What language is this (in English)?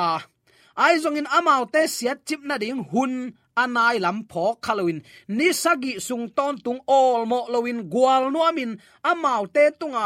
Tedim Chin